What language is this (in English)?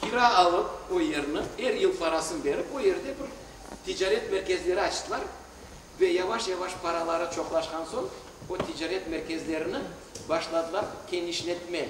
Crimean Tatar